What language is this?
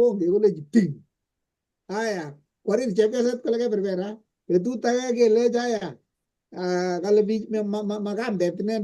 Kalenjin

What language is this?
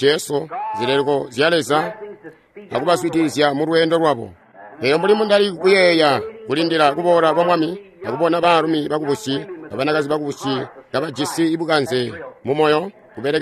Tonga (Zambia)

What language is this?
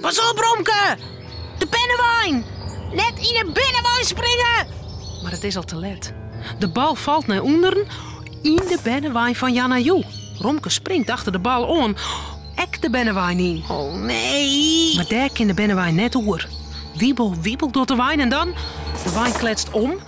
Western Frisian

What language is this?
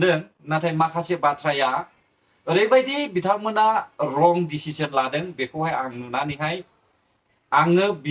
Bodo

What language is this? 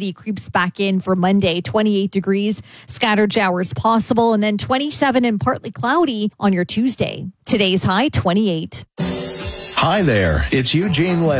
English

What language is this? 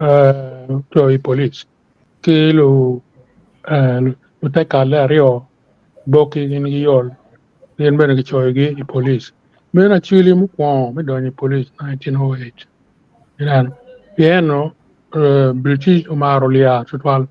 Acoli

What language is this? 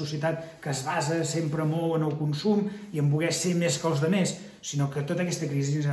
Catalan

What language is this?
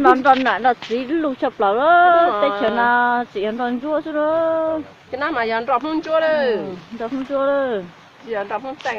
Hmong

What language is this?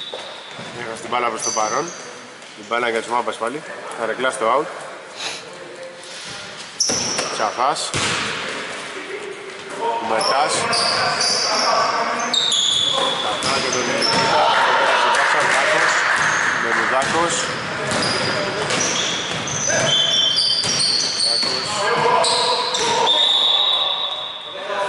Greek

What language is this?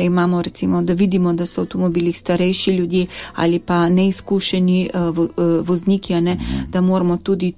Slovenian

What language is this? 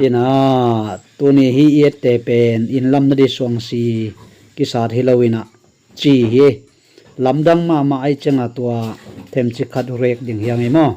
Tedim Chin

